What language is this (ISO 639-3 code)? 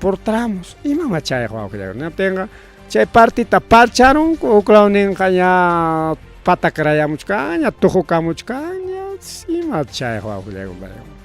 quy